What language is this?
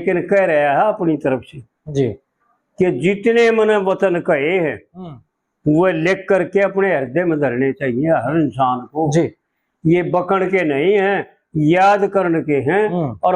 Haryanvi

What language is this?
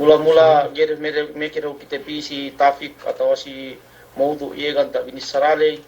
Yakan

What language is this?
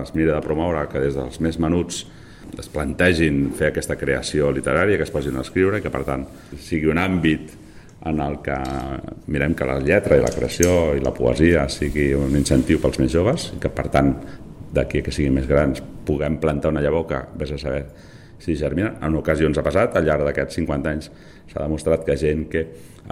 Catalan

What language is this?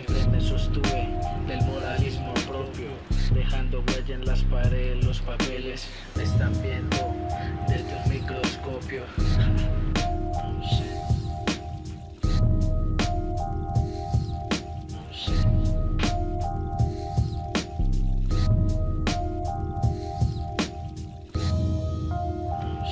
Spanish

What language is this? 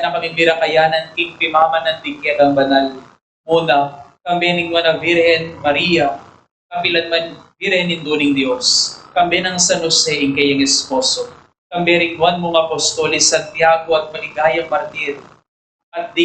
Pampanga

